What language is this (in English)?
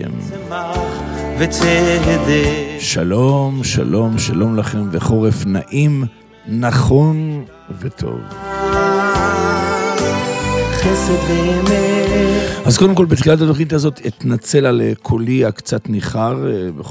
Hebrew